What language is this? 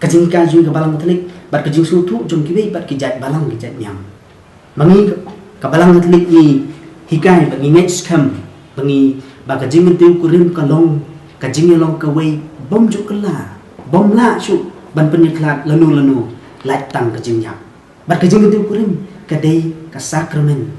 Khasi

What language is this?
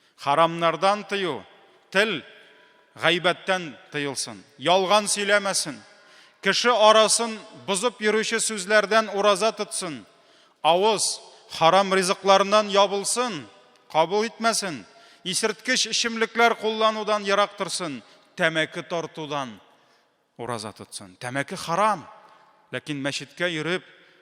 Tatar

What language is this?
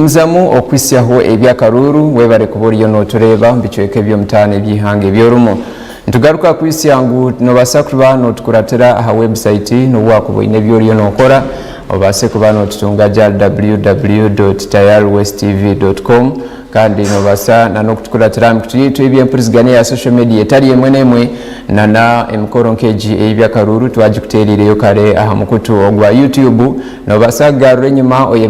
Nyankole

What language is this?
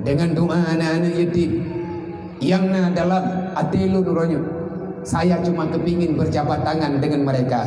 Achinese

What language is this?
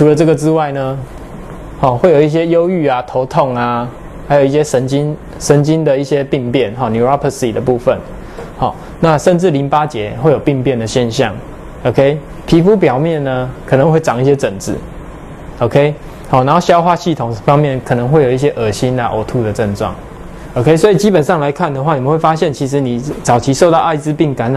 Chinese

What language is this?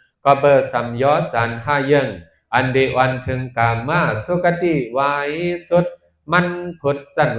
Shan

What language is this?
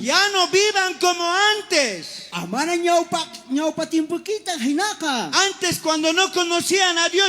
South Bolivian Quechua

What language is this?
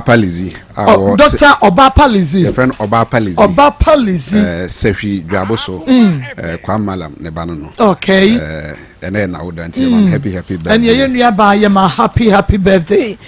Akan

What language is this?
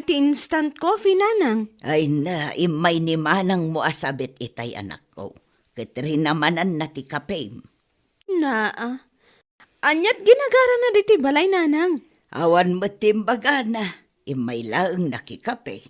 Iloko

